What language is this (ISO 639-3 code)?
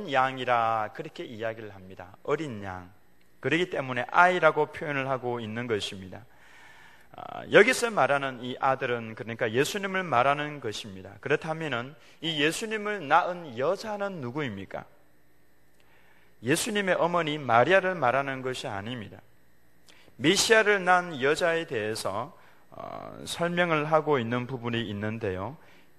kor